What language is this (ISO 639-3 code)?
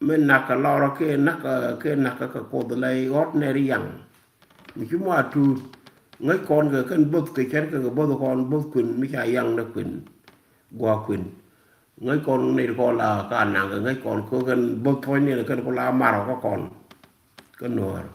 nus